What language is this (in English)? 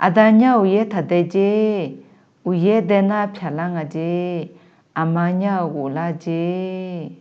Akha